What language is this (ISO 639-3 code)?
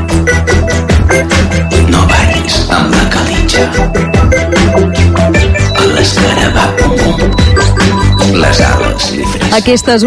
cat